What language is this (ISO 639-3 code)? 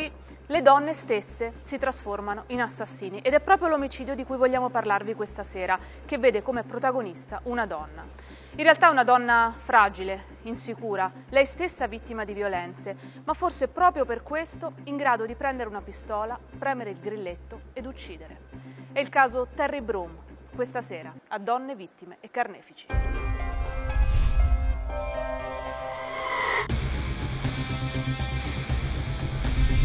ita